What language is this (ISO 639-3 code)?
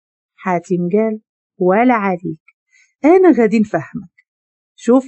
ary